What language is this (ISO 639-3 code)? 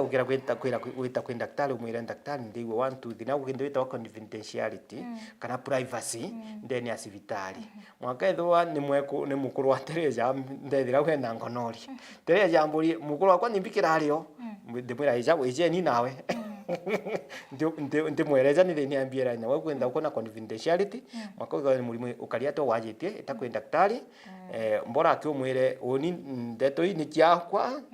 mer